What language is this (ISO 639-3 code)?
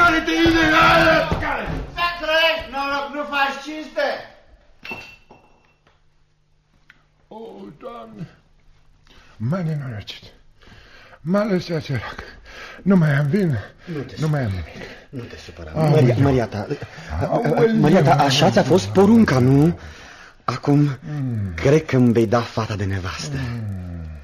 ron